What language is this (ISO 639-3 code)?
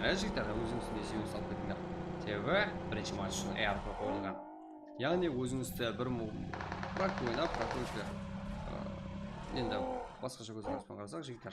kaa